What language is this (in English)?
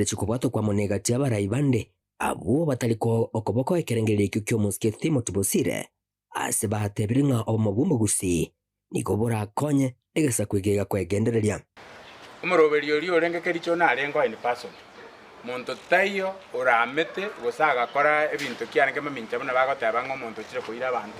Gusii